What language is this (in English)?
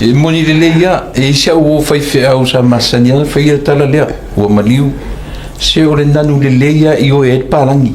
Samoan